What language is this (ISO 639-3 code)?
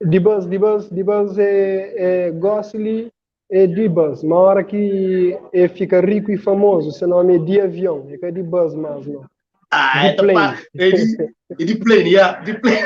kea